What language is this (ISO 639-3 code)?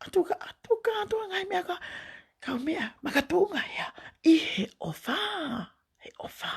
ton